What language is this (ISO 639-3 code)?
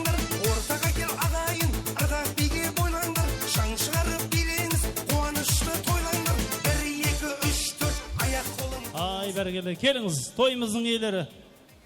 kaa